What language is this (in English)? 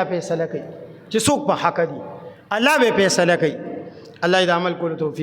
Pashto